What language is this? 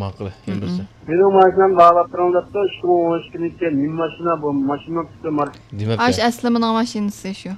Uyghur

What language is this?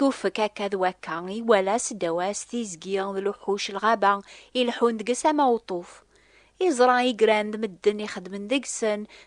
Kabyle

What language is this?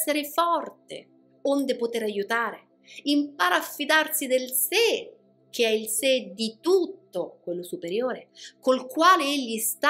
Italian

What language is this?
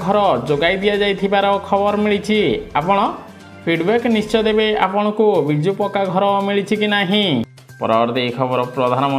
Odia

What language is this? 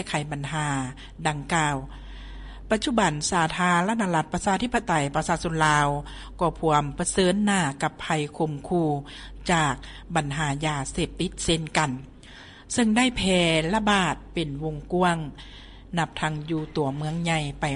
Lao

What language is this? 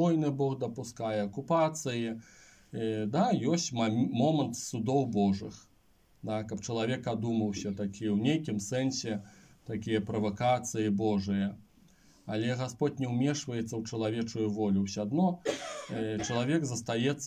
Belarusian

